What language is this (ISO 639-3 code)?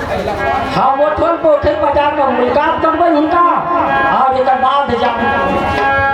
mai